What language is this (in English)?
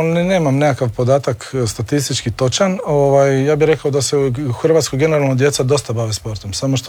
Croatian